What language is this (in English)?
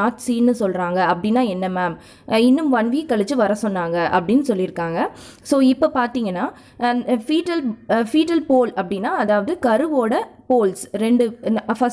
Tamil